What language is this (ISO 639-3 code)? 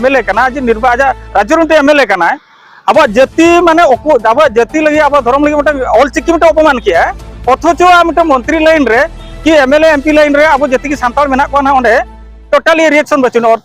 sat